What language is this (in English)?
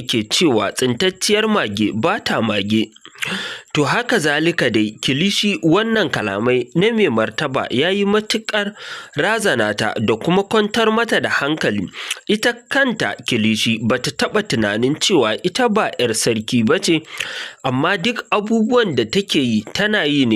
Hausa